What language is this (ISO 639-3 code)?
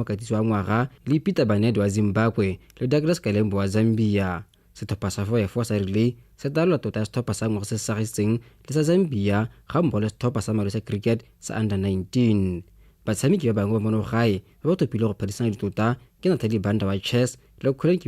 tsn